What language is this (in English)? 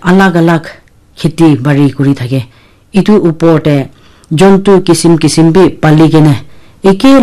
Naga Pidgin